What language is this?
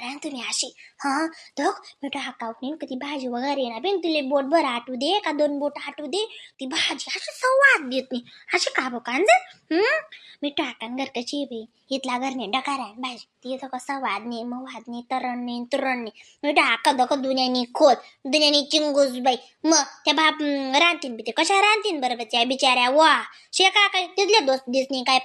Khandesi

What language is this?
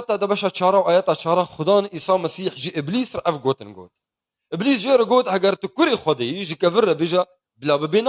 Kurdish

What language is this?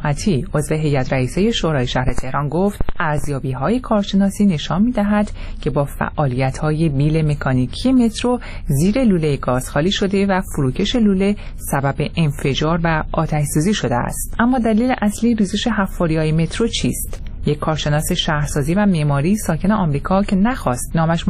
Persian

